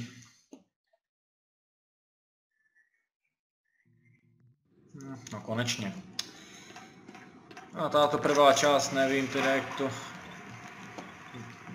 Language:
Slovak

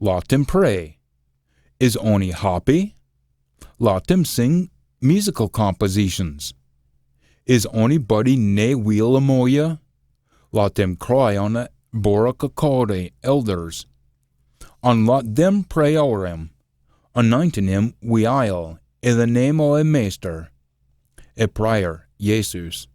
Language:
Scots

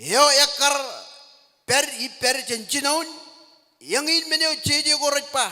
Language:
Marshallese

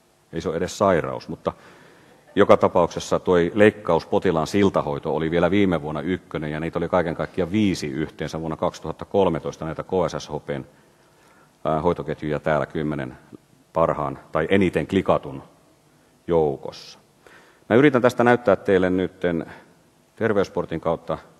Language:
Finnish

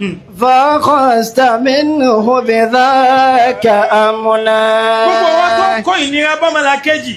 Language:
Yoruba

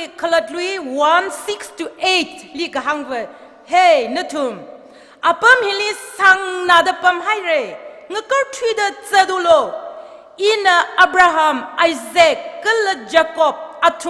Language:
Tangkhul Naga (India)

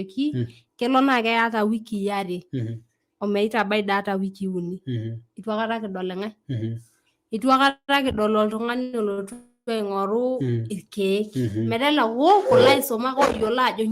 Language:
Masai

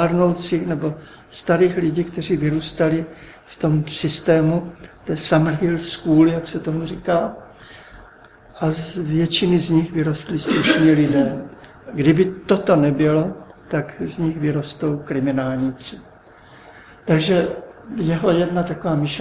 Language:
Czech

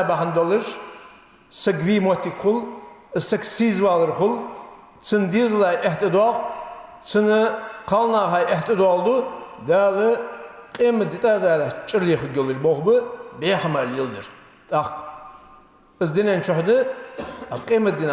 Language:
Ingush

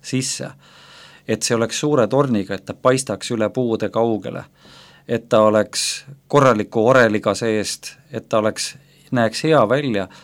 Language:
Estonian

